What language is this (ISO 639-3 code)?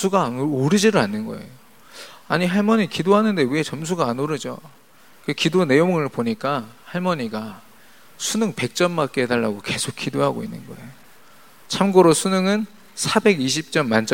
kor